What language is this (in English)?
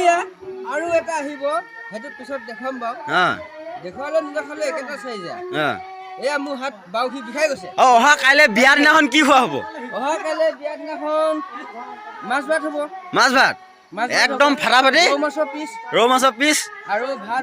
Assamese